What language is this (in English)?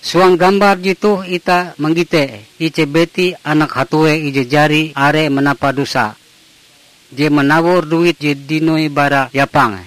Ngaju